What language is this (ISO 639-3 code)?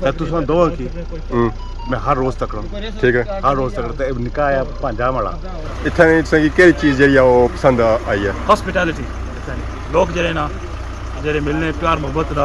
phr